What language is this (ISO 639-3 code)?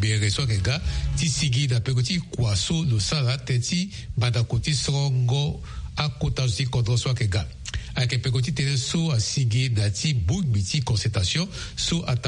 sag